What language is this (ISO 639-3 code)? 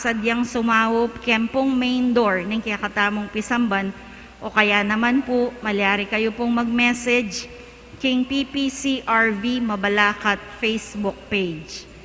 pam